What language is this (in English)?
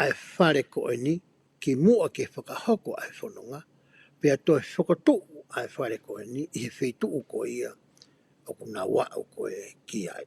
Tongan